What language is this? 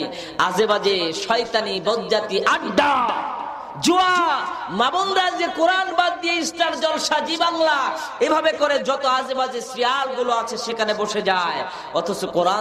Bangla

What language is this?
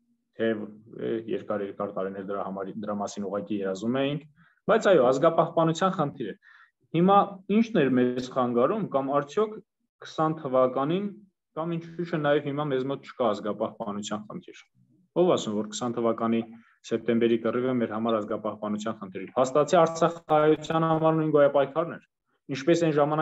Armenian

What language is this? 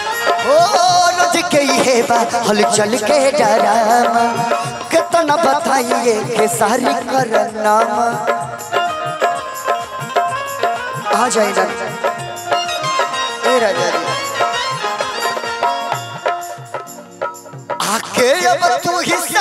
Bhojpuri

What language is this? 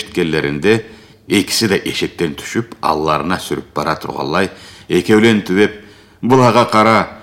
Karachay-Balkar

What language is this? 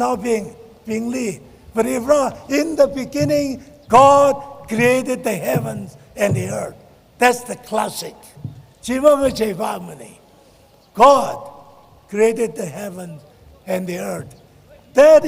Tangkhul Naga (India)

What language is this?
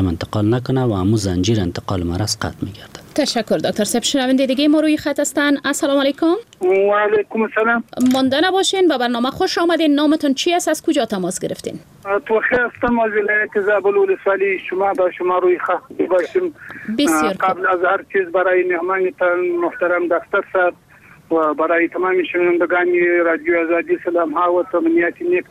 Persian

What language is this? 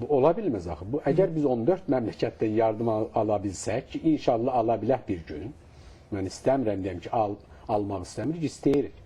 Azerbaijani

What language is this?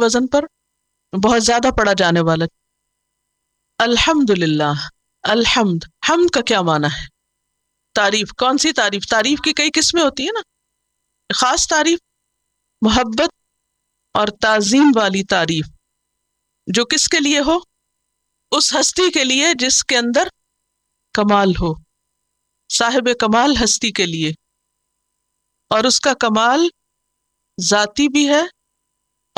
Urdu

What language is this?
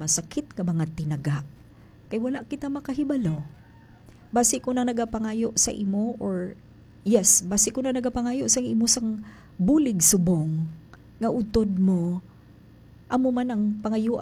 Hiligaynon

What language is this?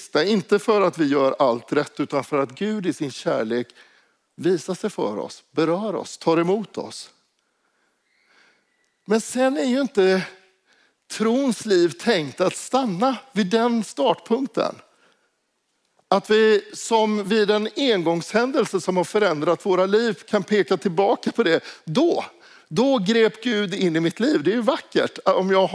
Swedish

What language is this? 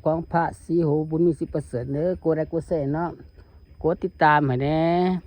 Lao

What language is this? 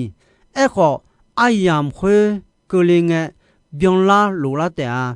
Akha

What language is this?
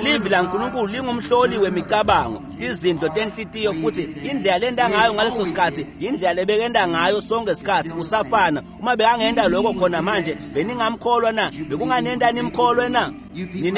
Swati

